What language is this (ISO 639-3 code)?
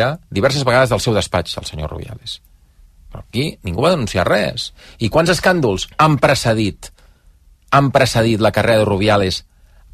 cat